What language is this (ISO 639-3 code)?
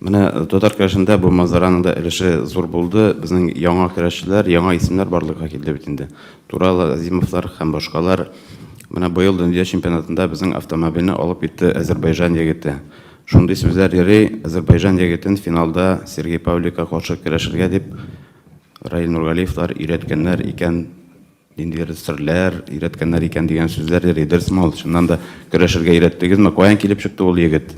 tat